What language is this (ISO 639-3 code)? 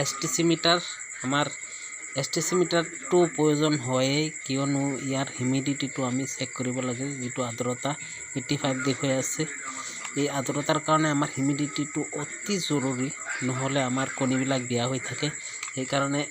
asm